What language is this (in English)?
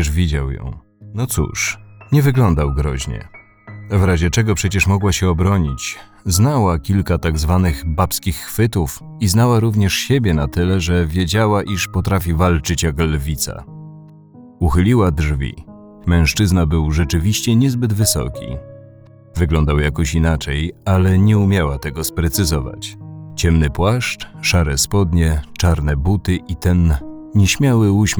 Polish